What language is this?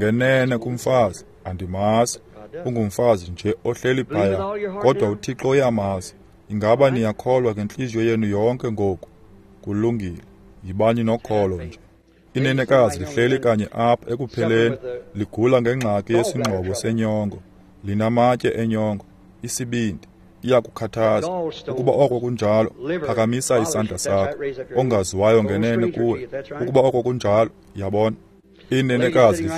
Xhosa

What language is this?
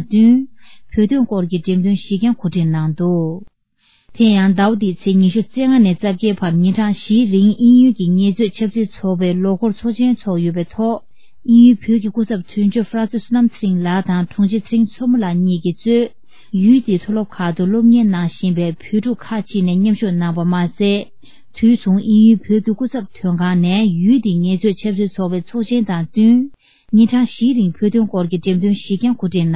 Tibetan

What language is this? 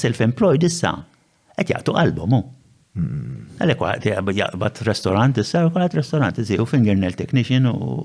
Maltese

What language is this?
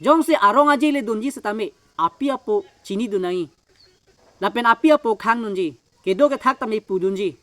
Karbi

